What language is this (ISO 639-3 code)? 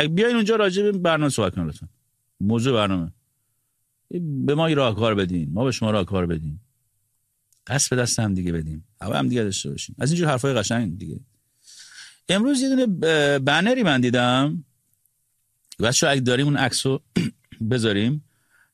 fas